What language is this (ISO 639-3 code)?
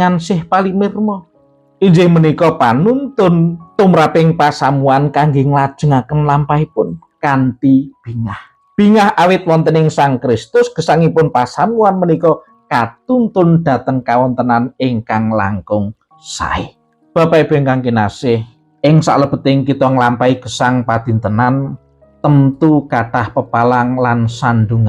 jav